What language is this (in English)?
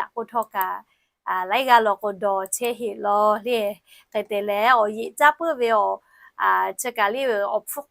Lahu